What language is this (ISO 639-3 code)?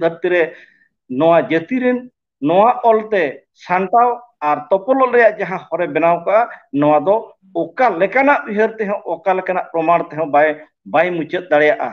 sat